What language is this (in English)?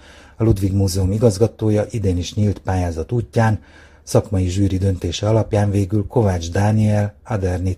Hungarian